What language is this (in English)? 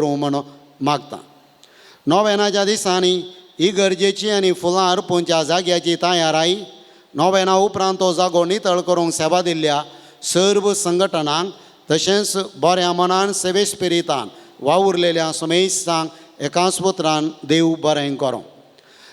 Konkani